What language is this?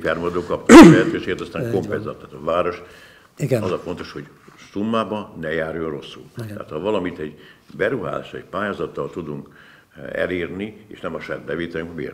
Hungarian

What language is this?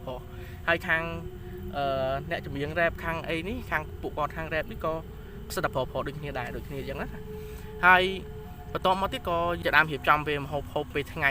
Khmer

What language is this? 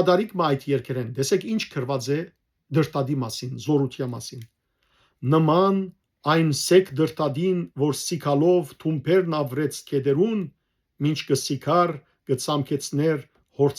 Western Armenian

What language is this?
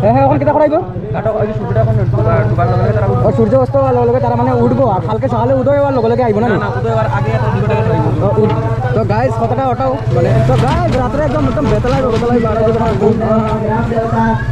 Sylheti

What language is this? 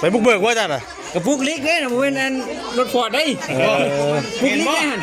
Northeastern Thai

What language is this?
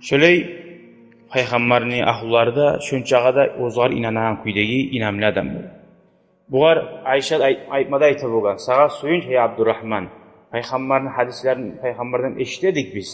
Kumyk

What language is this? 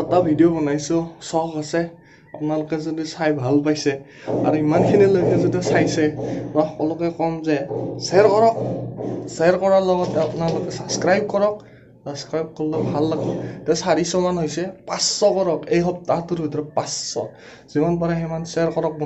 Assamese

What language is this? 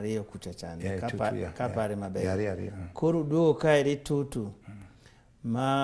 Luo (Kenya and Tanzania)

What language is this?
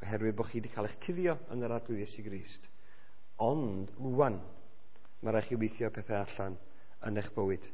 Welsh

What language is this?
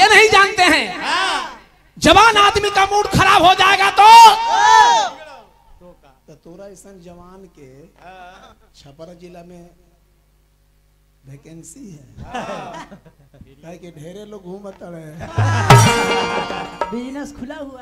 Bhojpuri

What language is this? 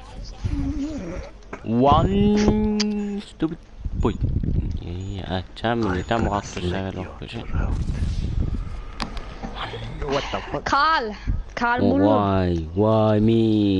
Norwegian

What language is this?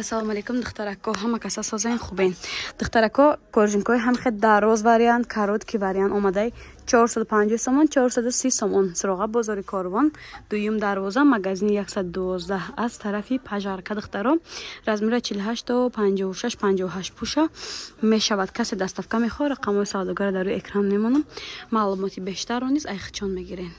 Tajik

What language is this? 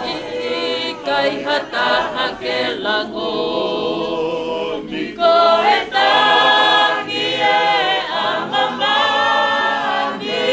Tongan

